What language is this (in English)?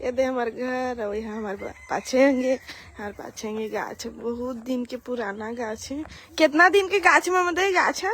Chhattisgarhi